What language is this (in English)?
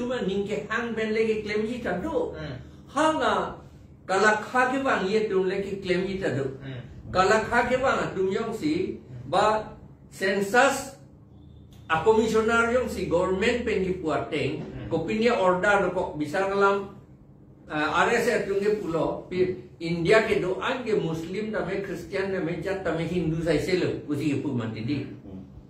Karbi